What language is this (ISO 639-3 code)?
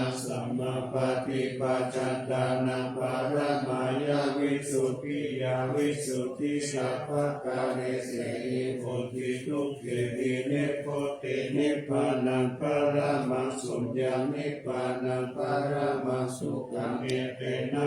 pli